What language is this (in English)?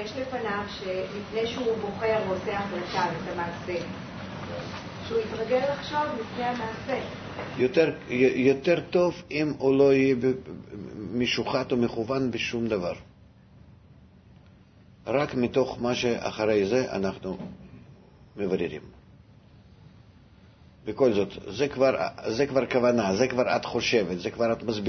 Hebrew